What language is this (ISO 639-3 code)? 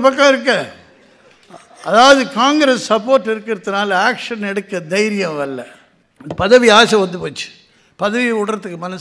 tam